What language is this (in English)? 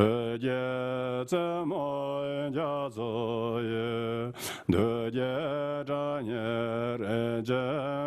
Tibetan